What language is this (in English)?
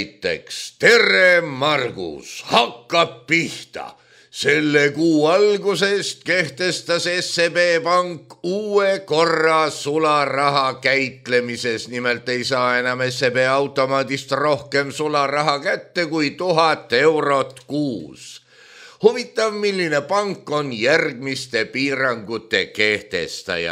Estonian